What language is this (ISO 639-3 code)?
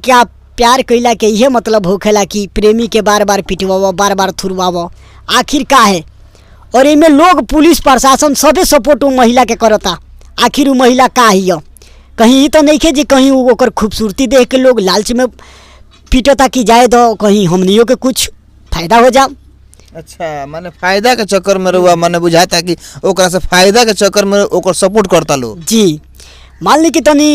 bho